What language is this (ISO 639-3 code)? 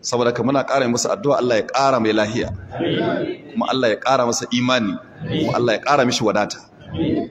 hau